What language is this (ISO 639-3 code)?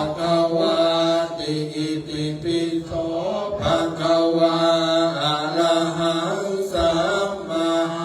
pli